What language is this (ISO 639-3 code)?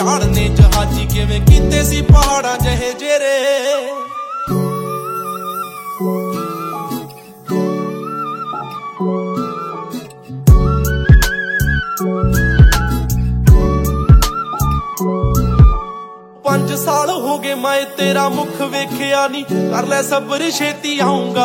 pan